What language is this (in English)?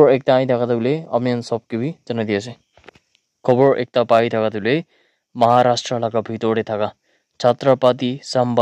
Naga Pidgin